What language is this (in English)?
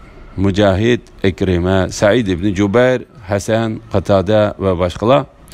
Uyghur